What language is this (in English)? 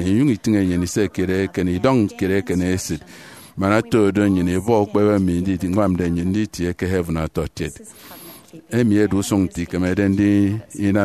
Efik